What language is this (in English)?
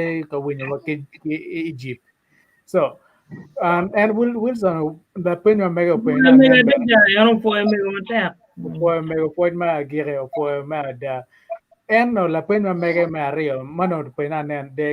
Acoli